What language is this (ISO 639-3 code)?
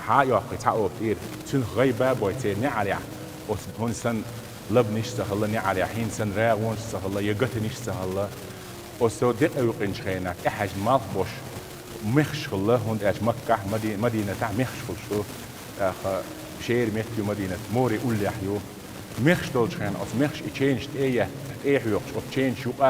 che